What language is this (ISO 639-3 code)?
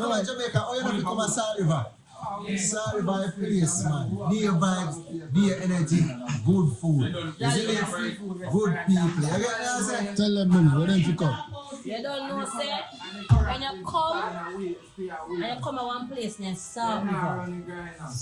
jam